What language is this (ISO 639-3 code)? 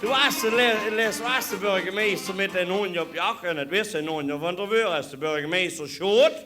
lim